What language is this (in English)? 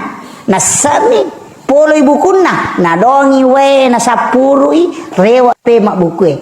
Buginese